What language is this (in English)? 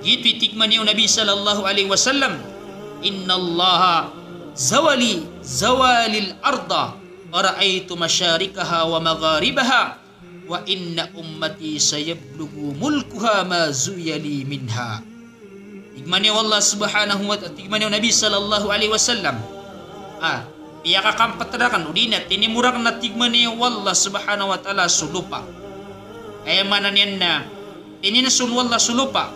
Maranao